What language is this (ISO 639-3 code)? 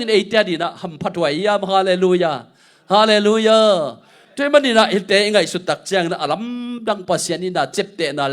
ctd